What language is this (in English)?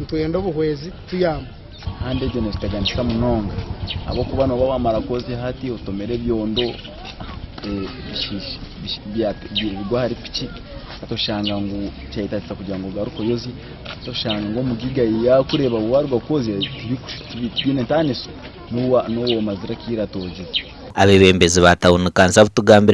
Nyankole